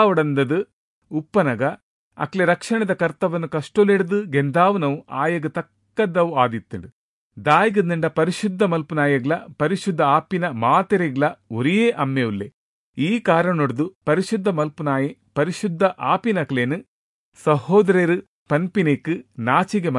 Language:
Tulu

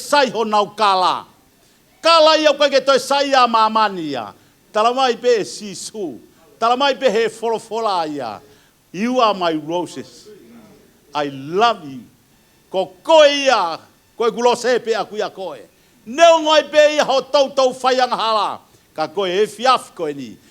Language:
Tongan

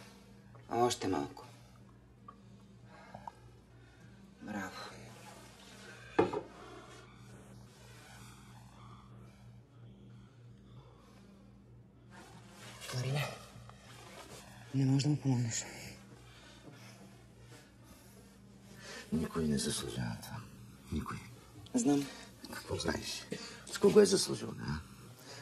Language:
Bulgarian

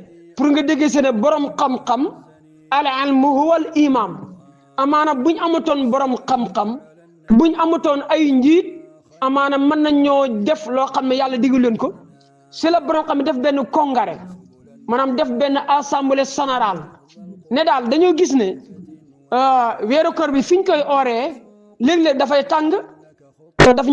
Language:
Wolof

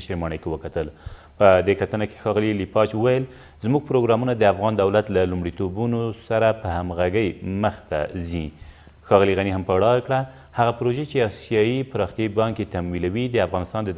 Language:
Pashto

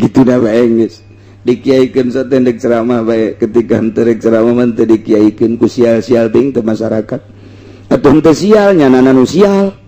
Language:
Sundanese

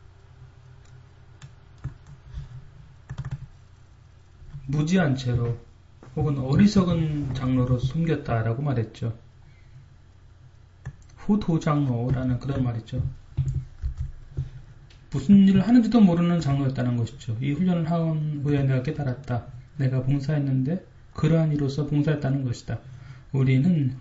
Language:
Korean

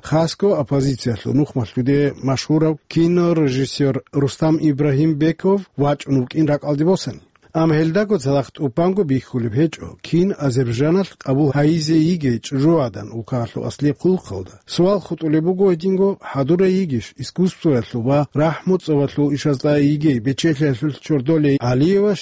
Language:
Avaric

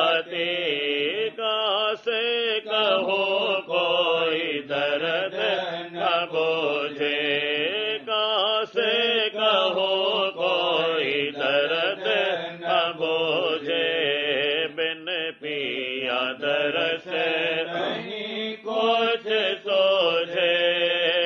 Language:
Hindi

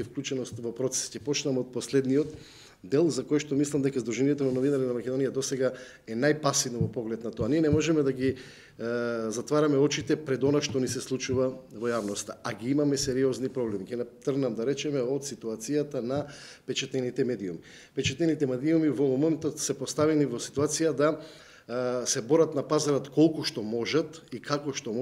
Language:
Macedonian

